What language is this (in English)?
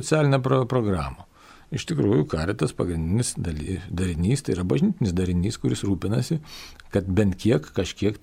Lithuanian